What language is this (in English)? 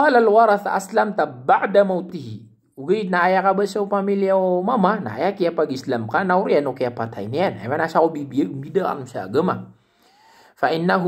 Maranao